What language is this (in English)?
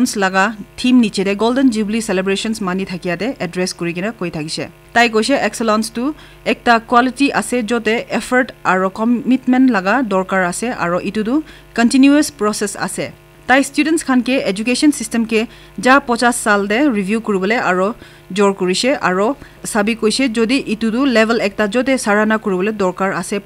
Naga Pidgin